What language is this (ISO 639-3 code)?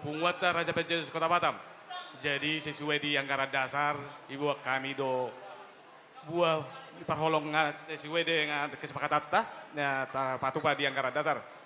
bbc